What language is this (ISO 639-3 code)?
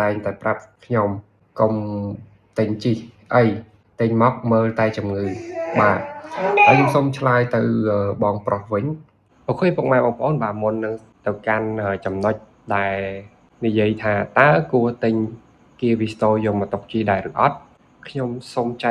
khm